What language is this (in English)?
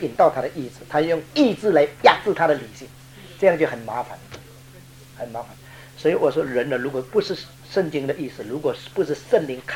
Chinese